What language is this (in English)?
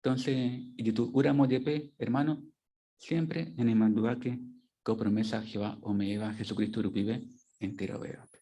Guarani